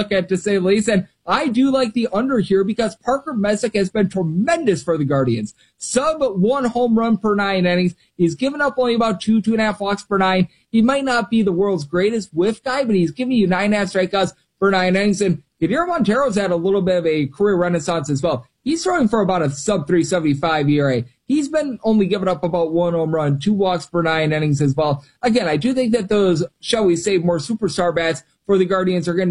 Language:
English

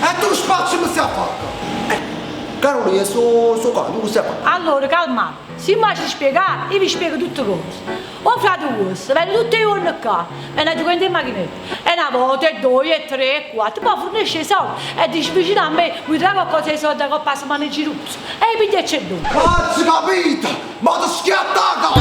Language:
Neapolitan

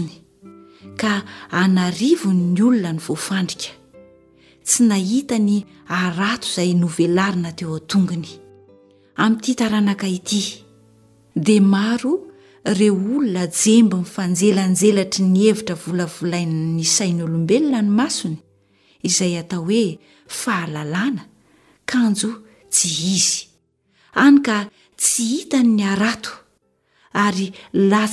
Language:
Malagasy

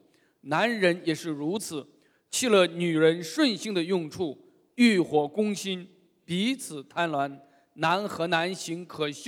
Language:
Chinese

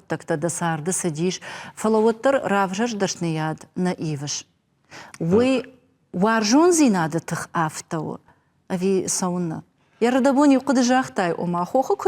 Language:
Ossetic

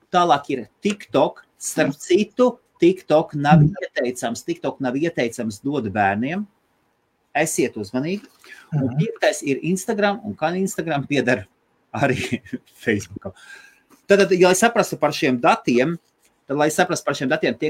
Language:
Latvian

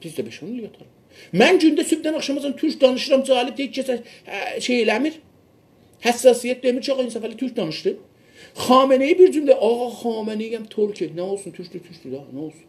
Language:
South Azerbaijani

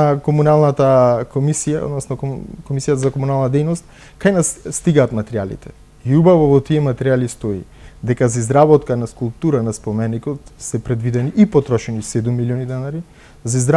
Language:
Macedonian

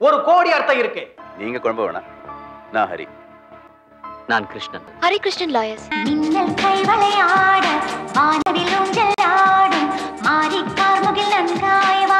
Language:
Tamil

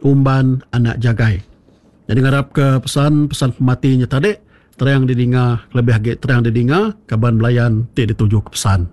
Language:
Iban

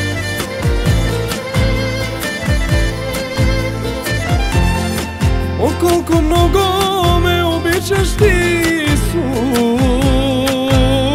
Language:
Bulgarian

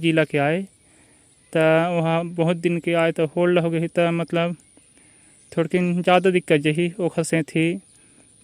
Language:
Chhattisgarhi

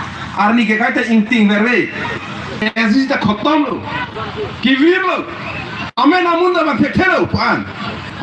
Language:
Karbi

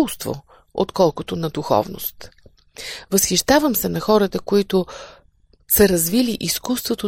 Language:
Bulgarian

